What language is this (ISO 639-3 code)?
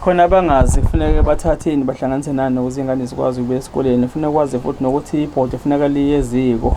zul